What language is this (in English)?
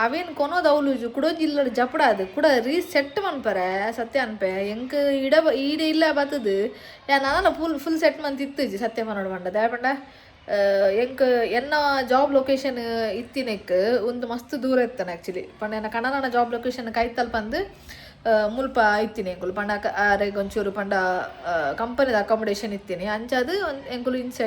Tulu